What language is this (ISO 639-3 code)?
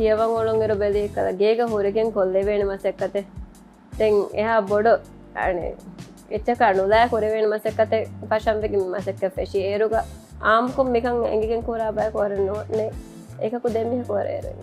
div